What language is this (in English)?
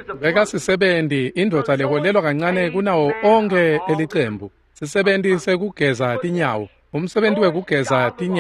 Swati